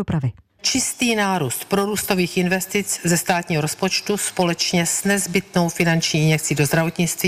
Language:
Czech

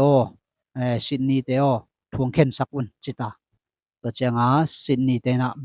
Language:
Tedim Chin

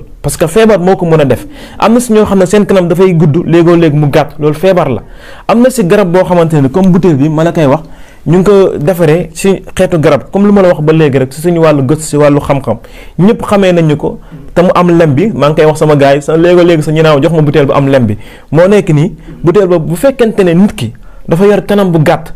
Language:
Wolof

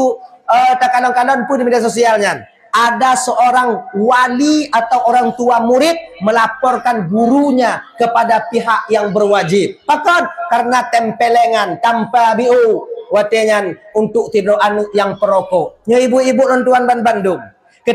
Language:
Achinese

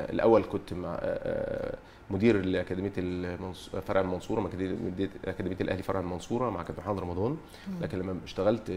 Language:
Egyptian Arabic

